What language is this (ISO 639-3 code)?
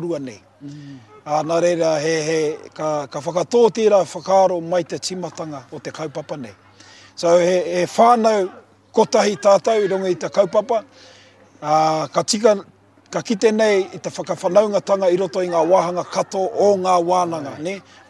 mri